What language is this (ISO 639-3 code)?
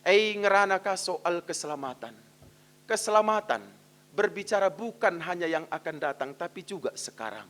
btx